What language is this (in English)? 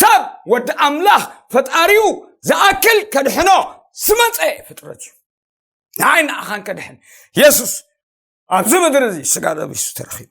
Tigrinya